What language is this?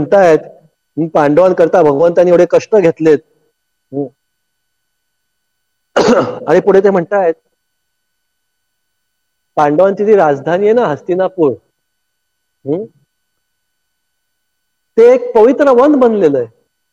Marathi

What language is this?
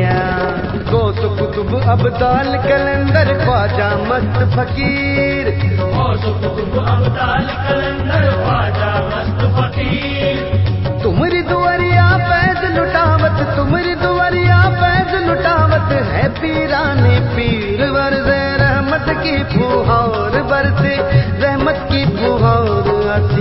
Hindi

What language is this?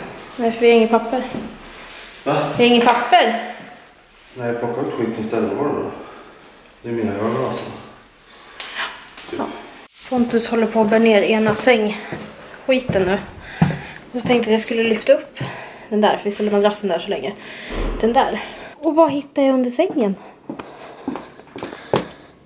Swedish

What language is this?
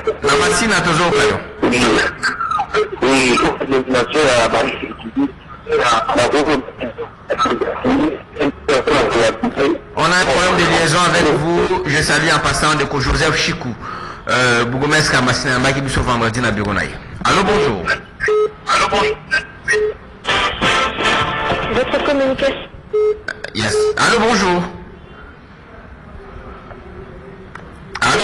French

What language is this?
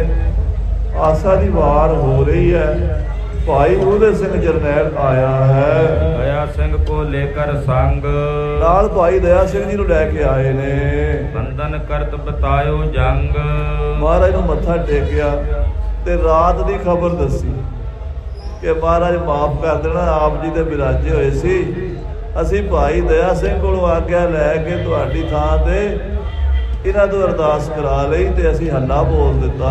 Punjabi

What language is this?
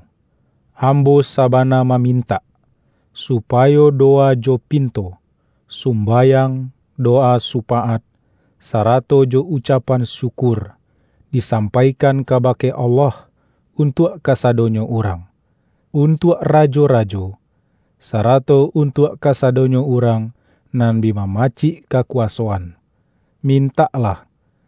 Minangkabau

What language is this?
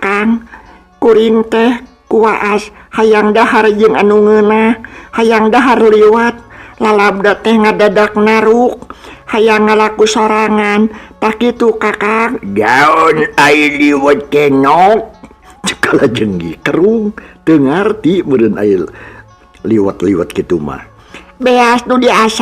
Sundanese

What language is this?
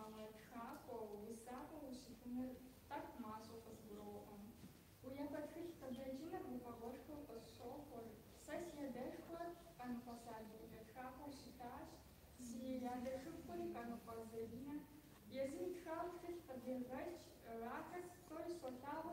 Kabardian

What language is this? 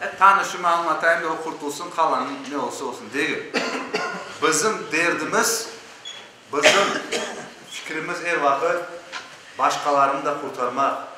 Crimean Tatar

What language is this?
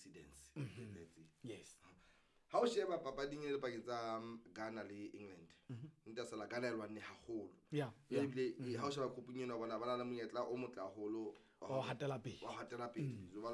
Southern Sotho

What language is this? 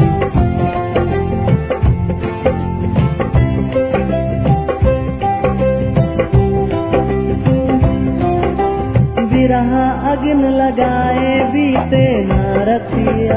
Bhojpuri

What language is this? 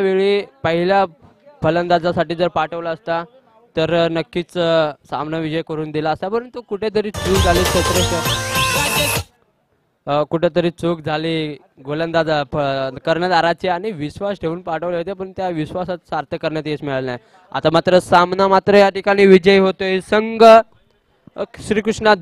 Marathi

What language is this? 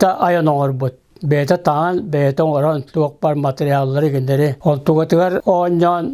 Yakut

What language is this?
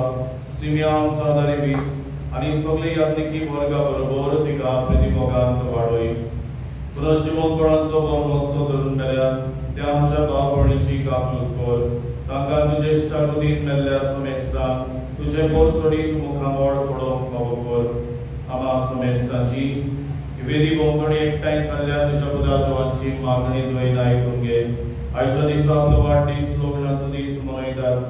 Konkani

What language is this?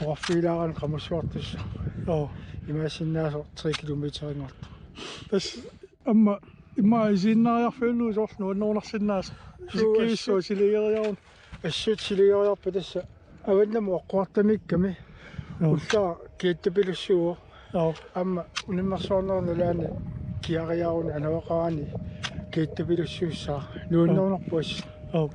Kalaallisut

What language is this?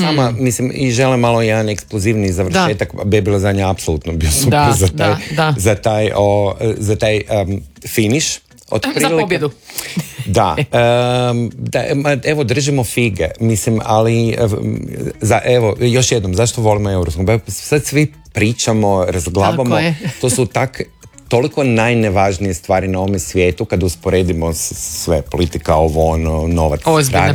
Croatian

